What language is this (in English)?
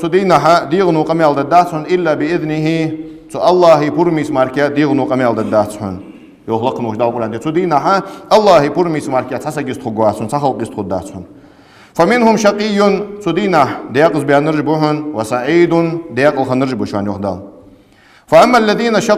Ingush